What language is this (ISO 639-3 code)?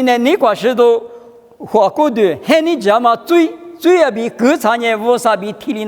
lis